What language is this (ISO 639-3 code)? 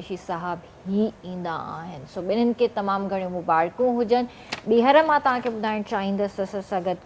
snd